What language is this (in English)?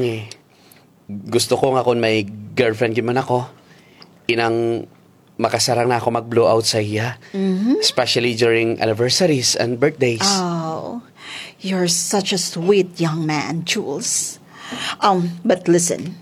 Kinaray-a